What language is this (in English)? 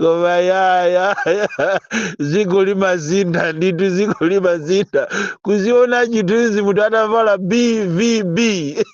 Nyanja